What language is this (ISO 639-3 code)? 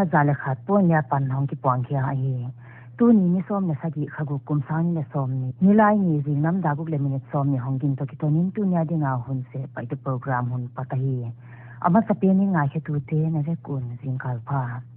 pck